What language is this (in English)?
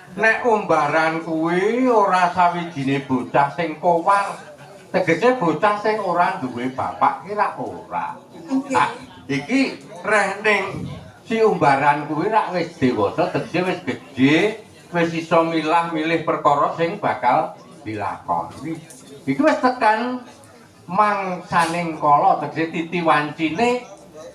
Javanese